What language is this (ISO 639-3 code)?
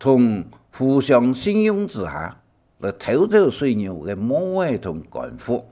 hak